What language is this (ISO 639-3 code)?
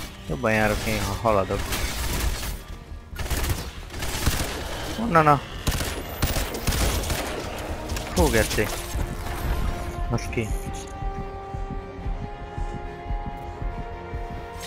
hun